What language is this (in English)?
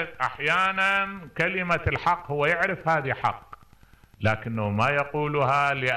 Mesopotamian Arabic